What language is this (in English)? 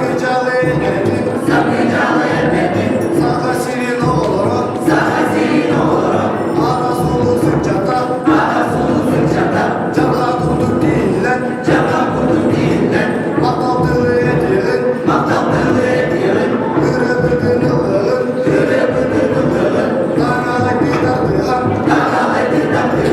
Yakut